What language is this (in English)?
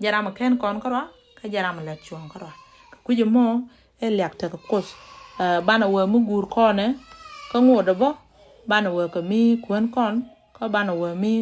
Nuer